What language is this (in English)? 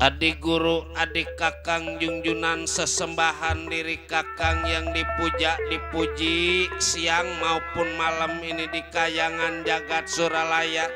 Betawi